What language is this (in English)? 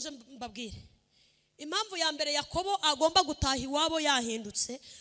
Kinyarwanda